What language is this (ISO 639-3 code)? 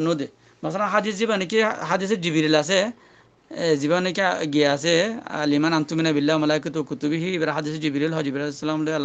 rhg